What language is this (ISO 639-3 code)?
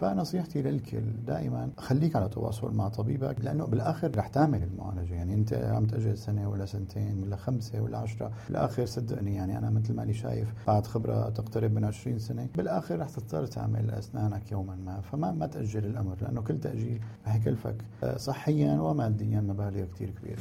apc